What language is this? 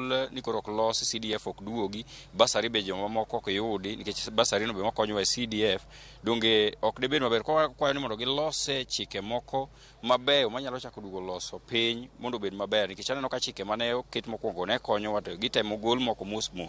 Luo (Kenya and Tanzania)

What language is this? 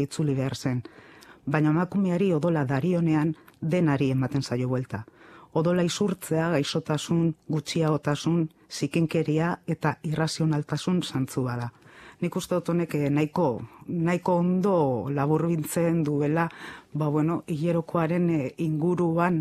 Basque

